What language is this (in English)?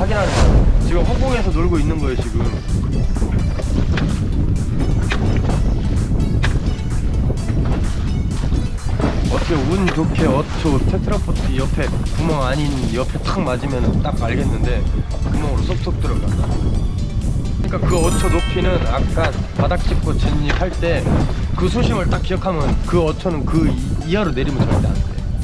Korean